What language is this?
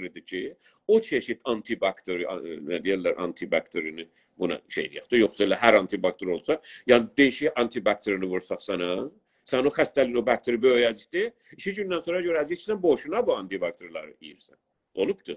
South Azerbaijani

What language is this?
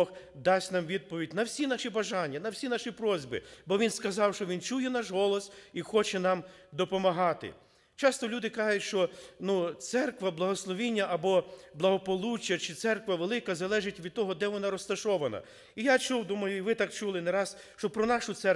Ukrainian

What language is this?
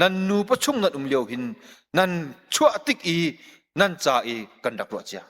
Hakha Chin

